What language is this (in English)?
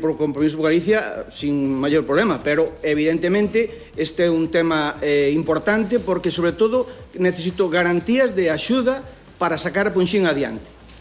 Galician